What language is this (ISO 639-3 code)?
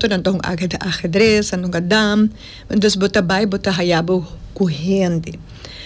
pap